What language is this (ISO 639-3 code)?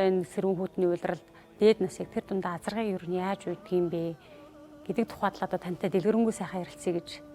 mon